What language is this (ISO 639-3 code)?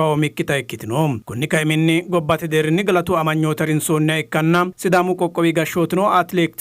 sid